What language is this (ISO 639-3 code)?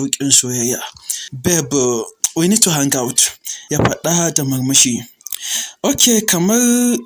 hau